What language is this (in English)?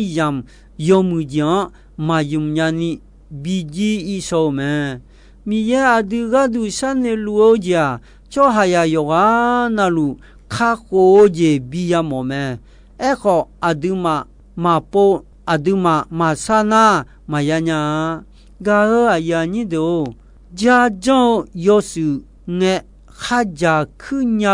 Akha